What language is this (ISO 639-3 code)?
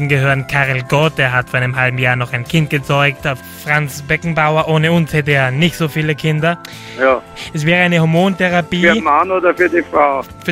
deu